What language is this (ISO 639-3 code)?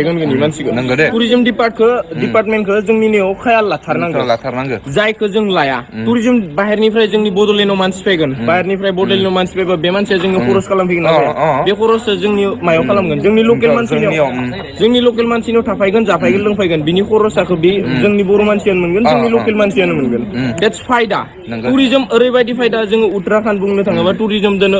brx